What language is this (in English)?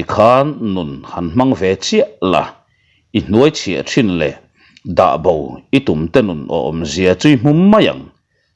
Mizo